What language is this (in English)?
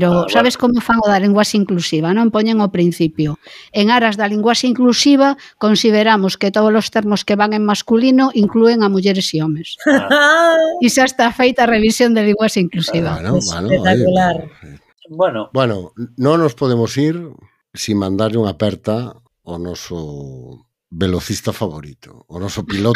Galician